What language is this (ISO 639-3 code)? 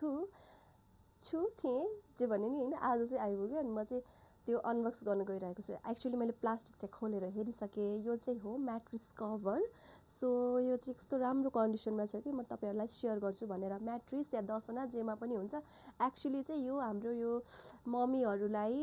nep